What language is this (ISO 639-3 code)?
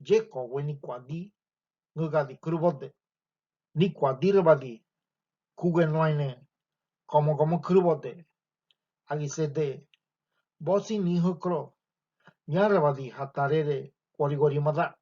gym